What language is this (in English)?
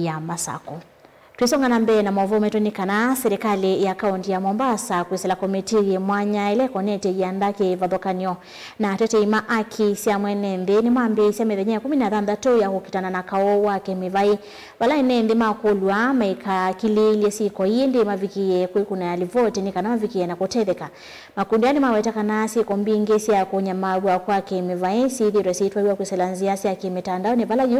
Kamba